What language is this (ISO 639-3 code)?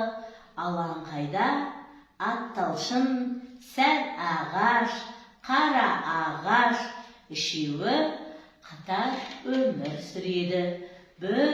kaz